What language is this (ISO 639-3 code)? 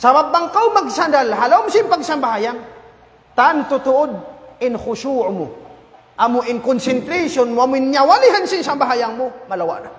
tsg